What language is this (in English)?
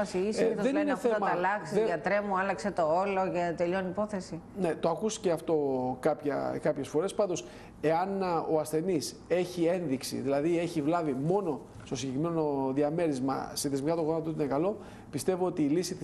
Greek